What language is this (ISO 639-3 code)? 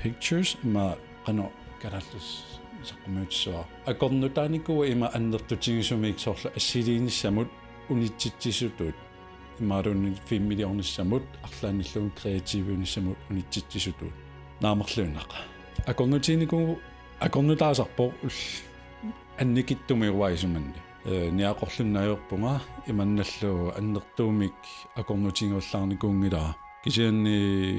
kal